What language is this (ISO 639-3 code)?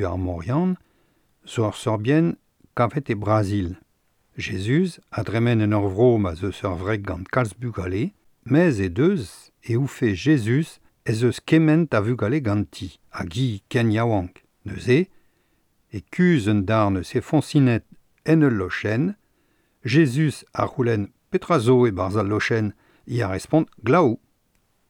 bre